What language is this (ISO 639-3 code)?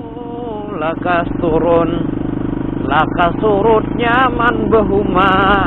bjn